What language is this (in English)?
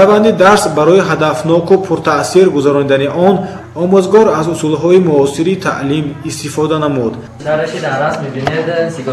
Tajik